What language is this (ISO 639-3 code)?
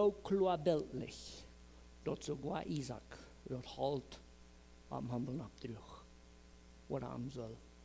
pdt